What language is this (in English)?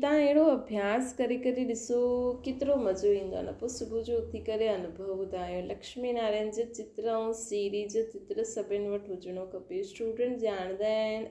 Sindhi